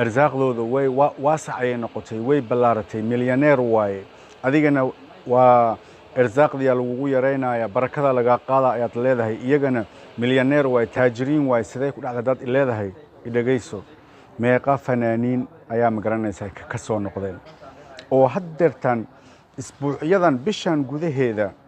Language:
Somali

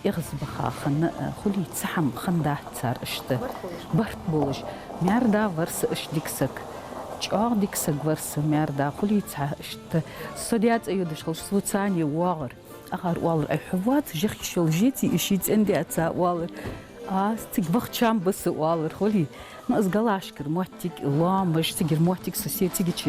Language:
Ingush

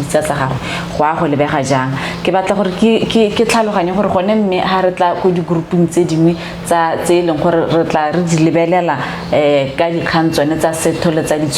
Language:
Tswana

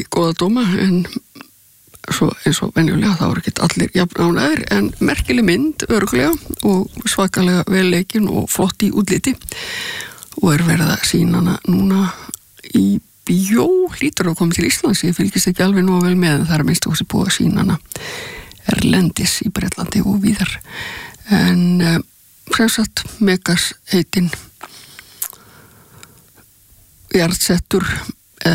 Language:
Icelandic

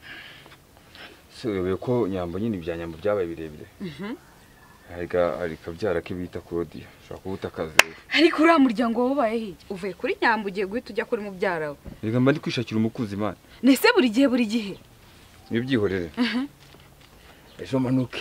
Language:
Kinyarwanda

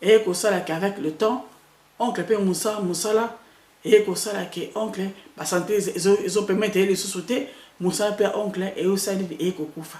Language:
Lingala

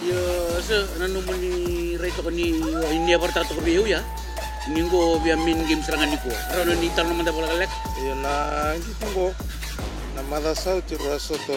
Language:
Fijian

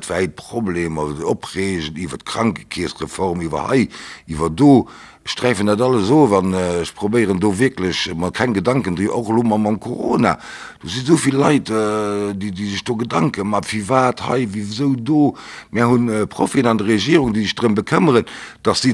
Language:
Luxembourgish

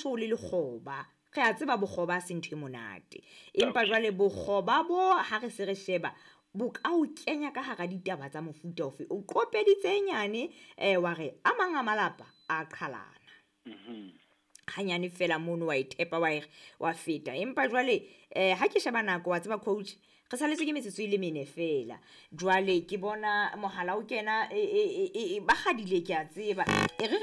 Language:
Southern Sotho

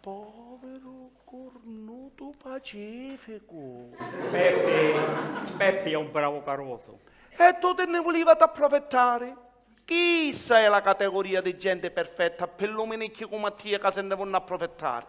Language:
Sicilian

